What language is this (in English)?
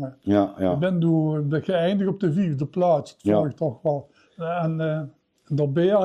Limburgish